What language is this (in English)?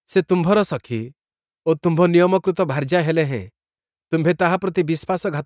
Odia